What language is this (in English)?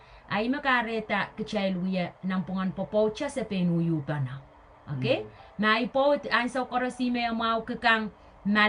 Pohnpeian